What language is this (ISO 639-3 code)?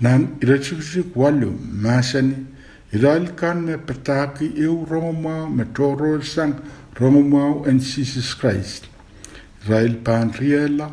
pon